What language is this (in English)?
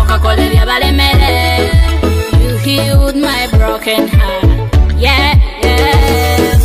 Nyoro